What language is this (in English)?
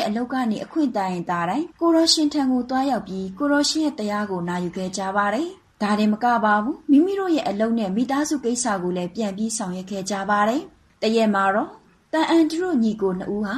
Burmese